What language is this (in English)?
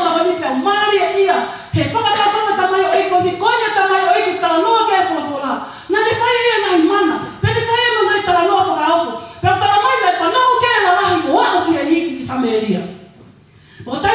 Tongan